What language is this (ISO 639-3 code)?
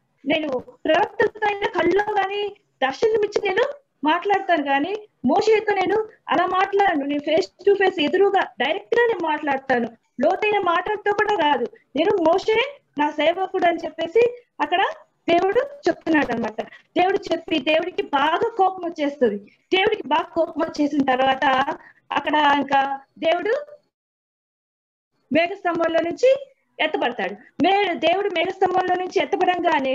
tel